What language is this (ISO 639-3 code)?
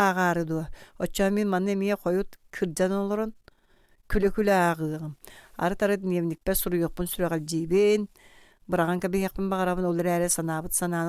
sah